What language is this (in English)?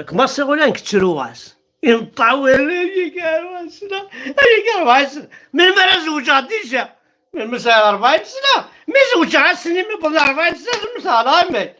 Kabyle